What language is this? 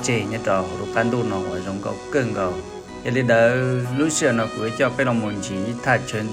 Hmong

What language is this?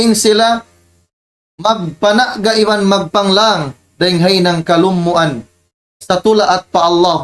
Tausug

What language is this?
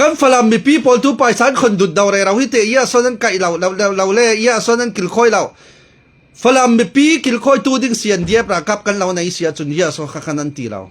Falam Chin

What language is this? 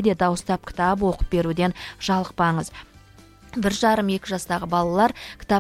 Kazakh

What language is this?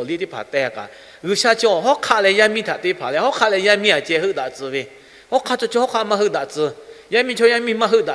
Lahu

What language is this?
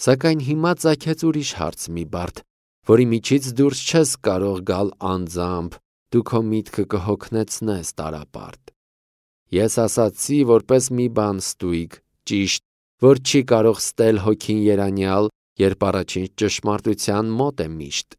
Armenian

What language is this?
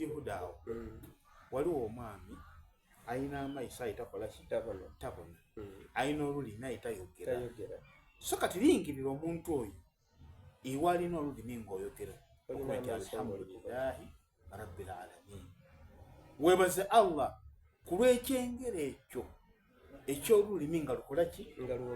Soga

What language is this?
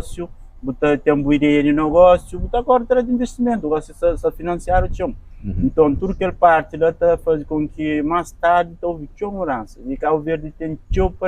Kabuverdianu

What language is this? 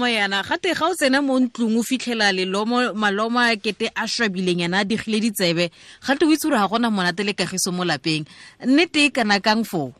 Tswana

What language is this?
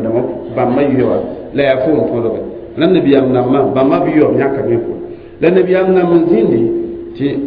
Mossi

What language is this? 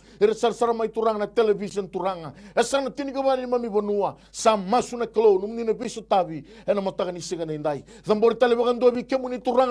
Fijian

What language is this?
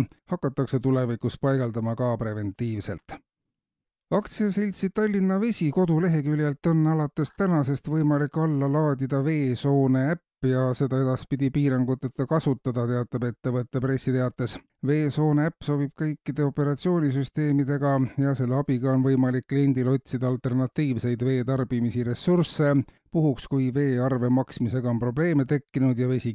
Estonian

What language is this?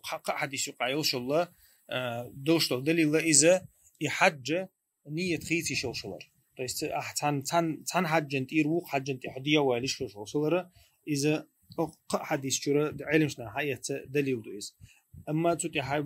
Chechen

